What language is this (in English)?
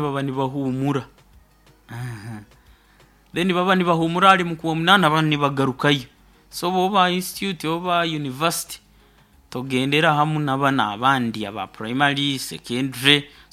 Nyoro